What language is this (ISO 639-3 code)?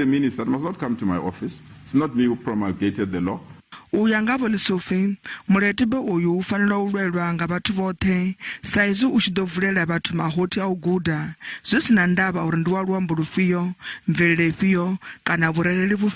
ven